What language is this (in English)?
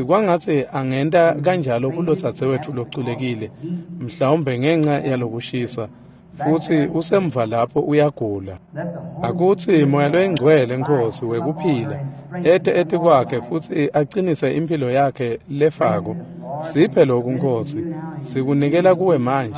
Swati